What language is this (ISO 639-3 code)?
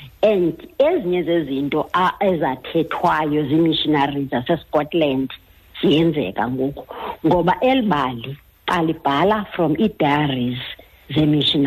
xho